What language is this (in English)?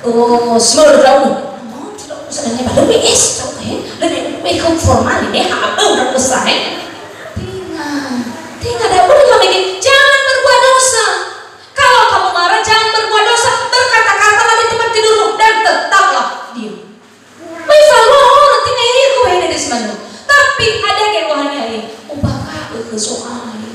Nias